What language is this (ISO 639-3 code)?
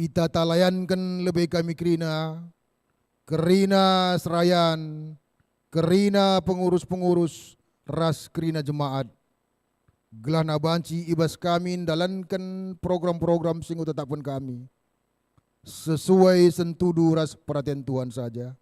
btx